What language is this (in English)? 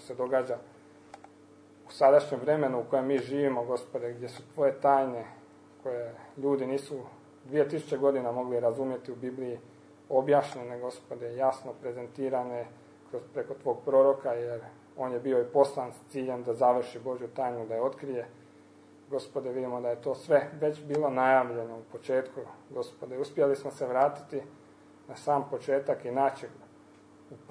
Croatian